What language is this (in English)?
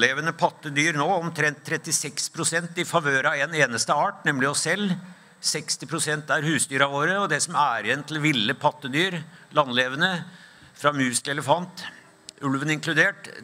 Norwegian